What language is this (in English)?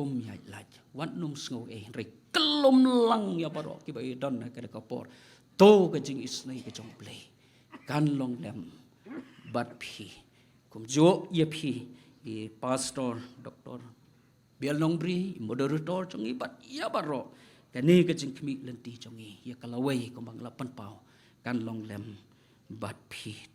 Khasi